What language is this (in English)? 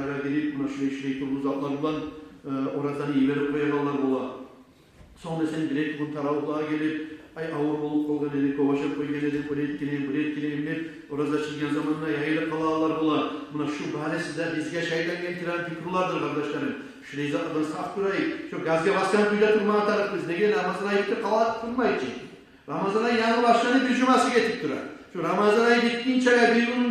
Kumyk